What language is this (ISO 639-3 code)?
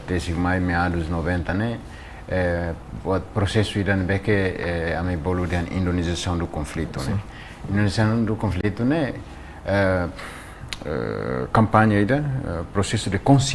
tet